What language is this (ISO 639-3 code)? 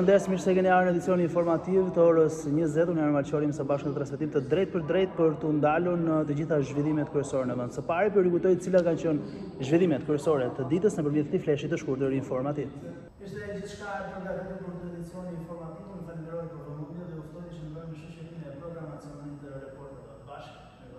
sqi